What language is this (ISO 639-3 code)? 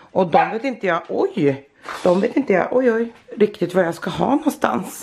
swe